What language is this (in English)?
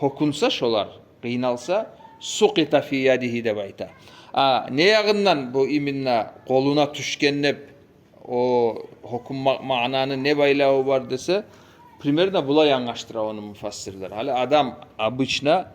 Kumyk